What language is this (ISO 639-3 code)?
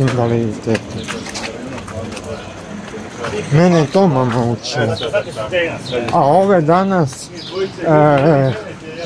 hrv